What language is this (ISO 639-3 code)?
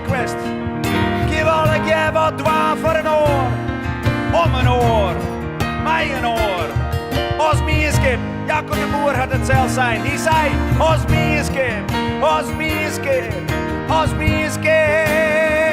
fry